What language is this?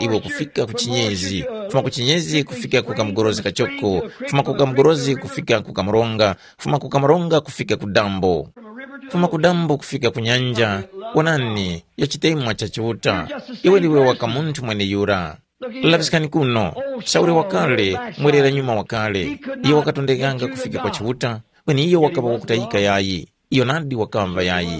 Tumbuka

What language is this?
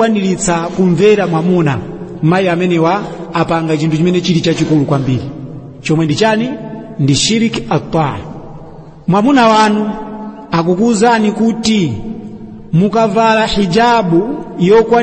Nyanja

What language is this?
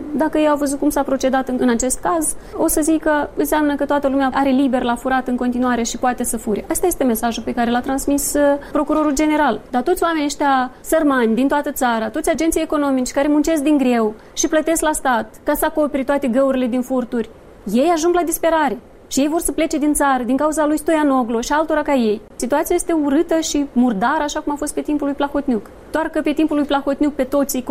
Romanian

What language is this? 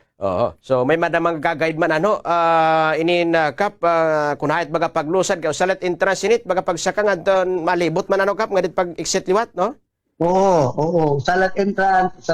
Waray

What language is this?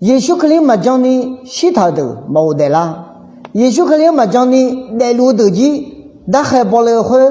Akha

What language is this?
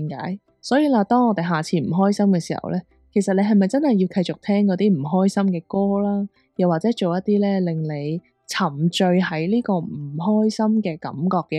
Cantonese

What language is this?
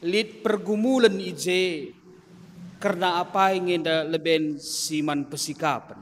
Batak Karo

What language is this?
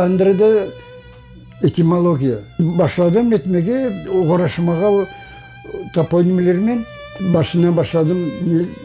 Crimean Tatar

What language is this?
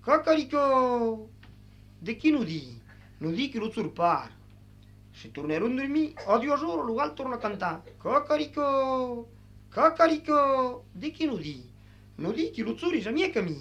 Occitan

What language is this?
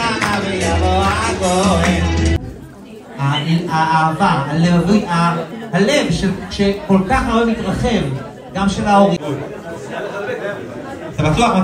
Hebrew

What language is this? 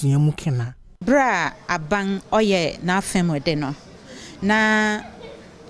Akan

